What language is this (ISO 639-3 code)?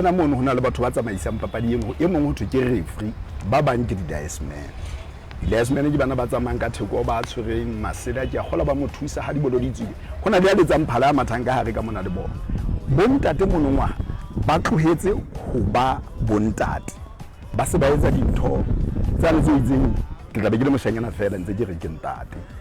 sot